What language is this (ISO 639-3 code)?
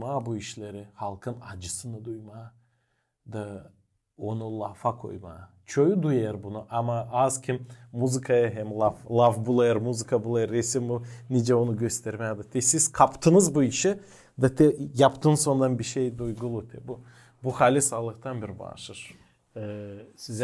gag